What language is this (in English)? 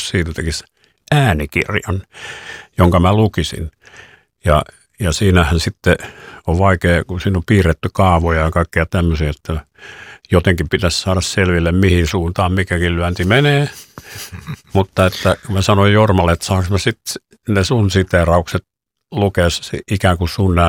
Finnish